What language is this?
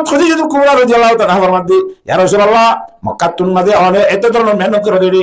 Rohingya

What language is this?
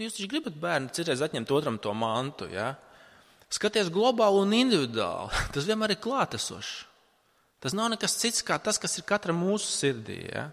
Latvian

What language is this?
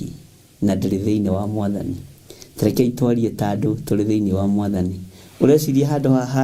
Kikuyu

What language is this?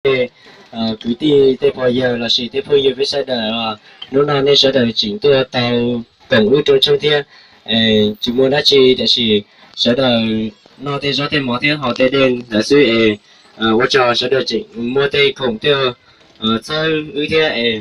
Hmong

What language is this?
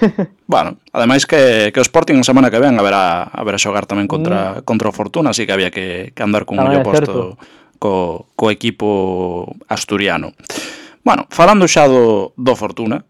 Galician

